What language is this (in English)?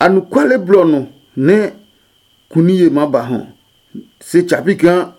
Adangme